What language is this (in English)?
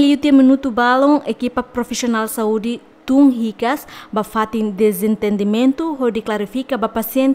Tetum